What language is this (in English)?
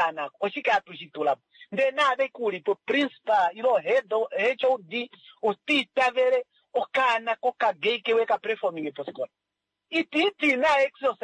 Kuanyama